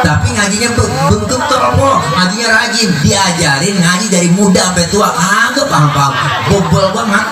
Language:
Betawi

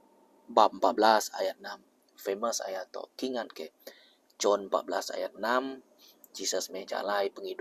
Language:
Iban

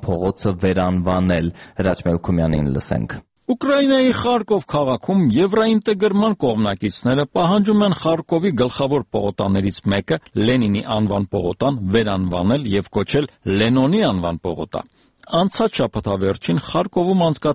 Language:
Armenian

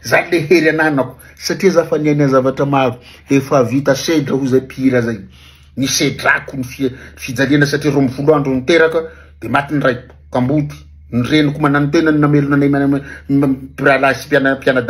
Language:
Malagasy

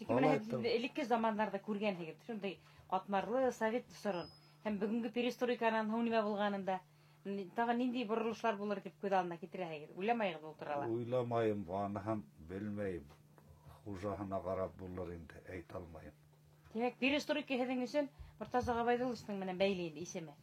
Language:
Bashkir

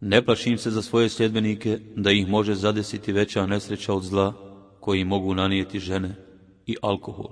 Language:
Bosnian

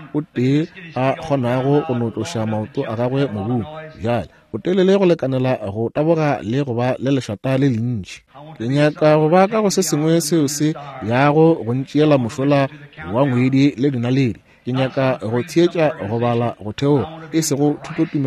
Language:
Northern Sotho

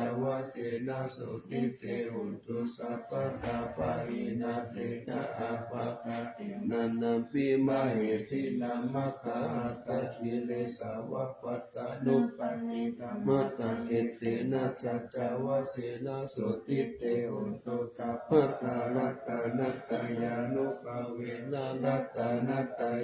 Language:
Pali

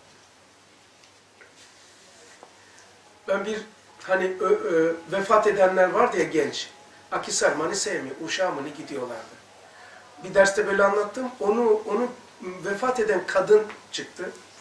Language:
Turkish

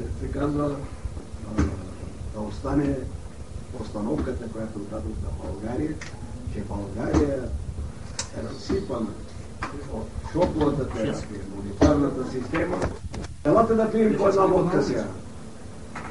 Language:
Bulgarian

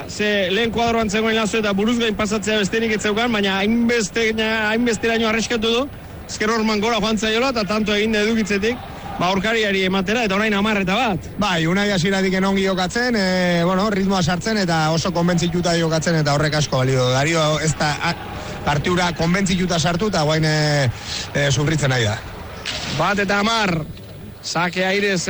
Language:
Basque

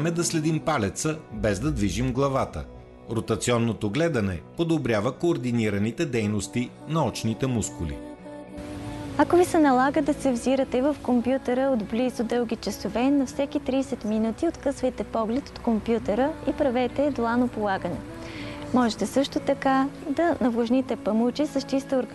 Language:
Bulgarian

